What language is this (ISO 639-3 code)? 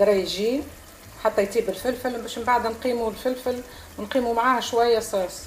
aeb